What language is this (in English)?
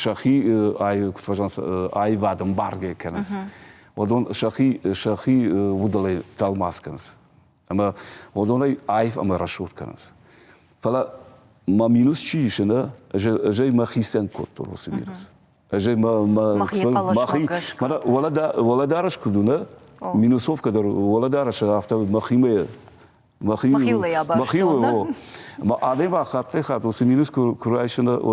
Ossetic